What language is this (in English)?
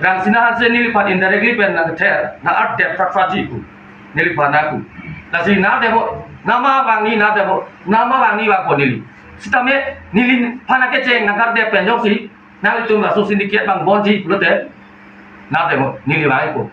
Karbi